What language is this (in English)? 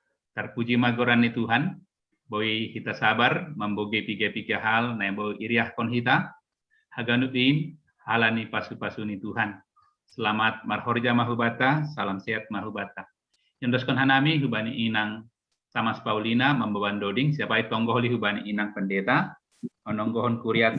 Batak Simalungun